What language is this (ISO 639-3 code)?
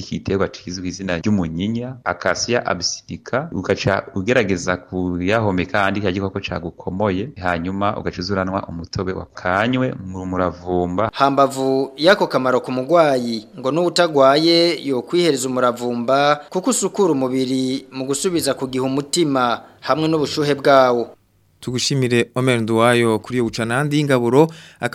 run